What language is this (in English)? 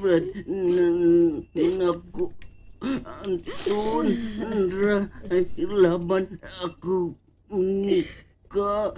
Cebuano